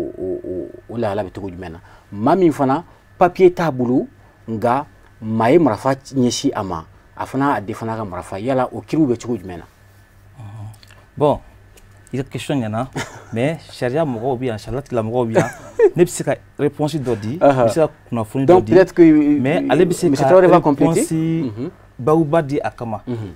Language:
Bambara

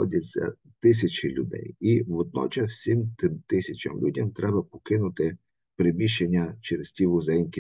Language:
Ukrainian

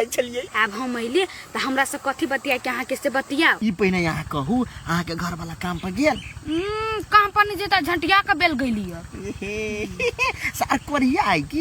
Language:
Maithili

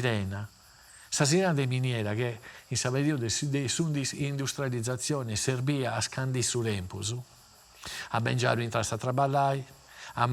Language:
Sardinian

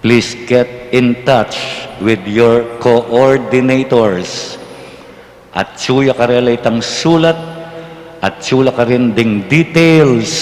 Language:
Pampanga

